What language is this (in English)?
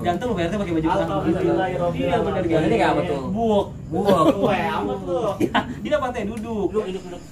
Betawi